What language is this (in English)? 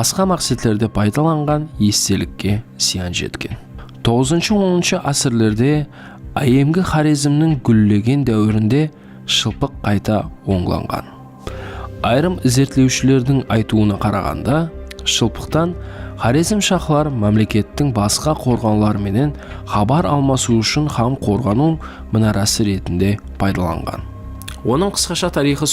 Kara-Kalpak